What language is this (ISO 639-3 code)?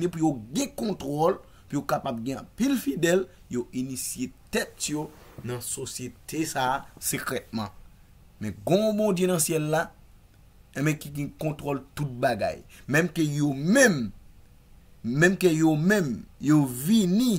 hat